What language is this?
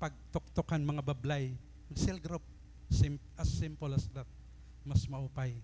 Waray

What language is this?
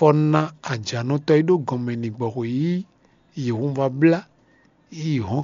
Fon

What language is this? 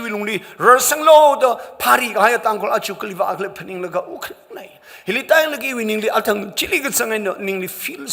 Tangkhul Naga (India)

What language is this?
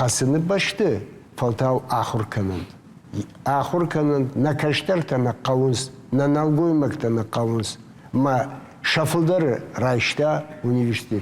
Ossetic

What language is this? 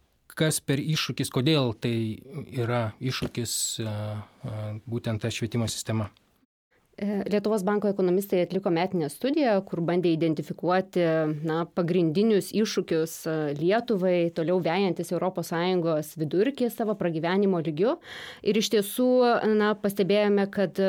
Lithuanian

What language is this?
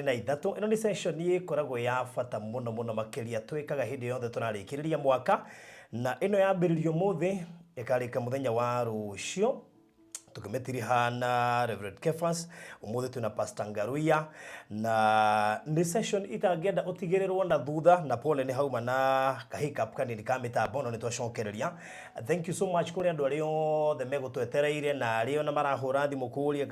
Kikuyu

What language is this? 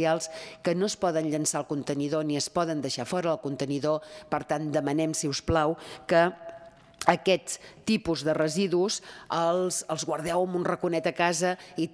Catalan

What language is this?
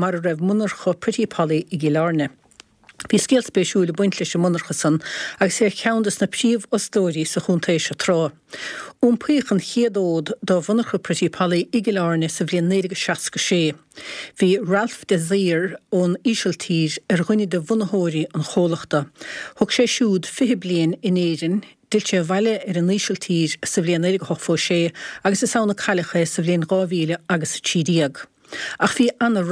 Irish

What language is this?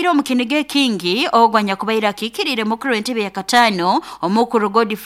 Nyoro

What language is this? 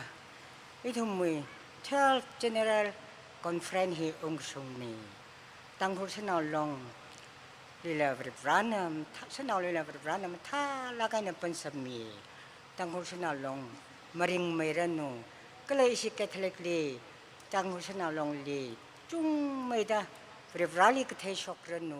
Tangkhul Naga (India)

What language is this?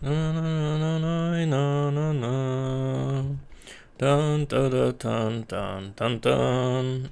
Rusyn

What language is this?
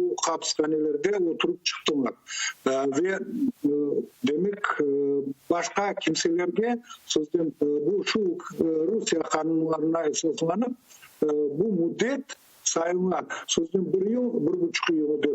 Crimean Tatar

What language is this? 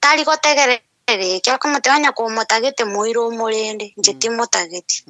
Gusii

